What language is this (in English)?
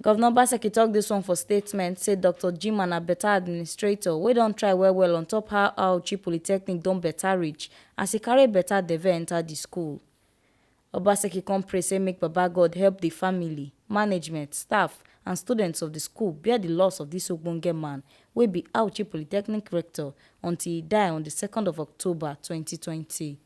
Nigerian Pidgin